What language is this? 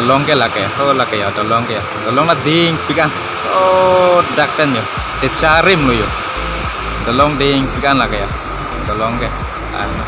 Karbi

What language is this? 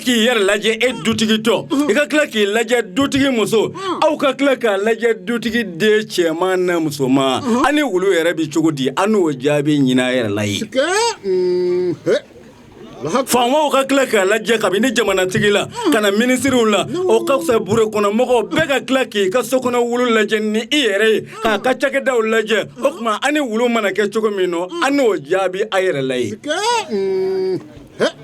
Bambara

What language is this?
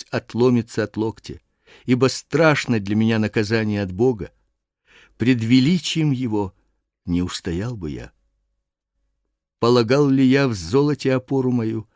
Russian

